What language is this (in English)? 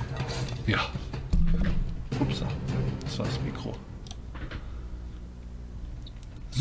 German